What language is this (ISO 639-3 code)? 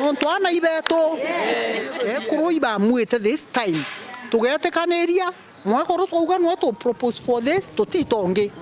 mer